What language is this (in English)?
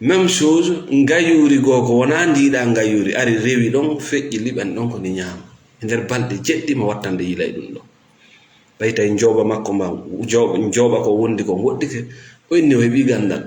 Fula